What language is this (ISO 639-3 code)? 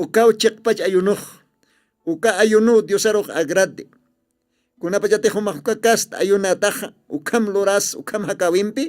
aym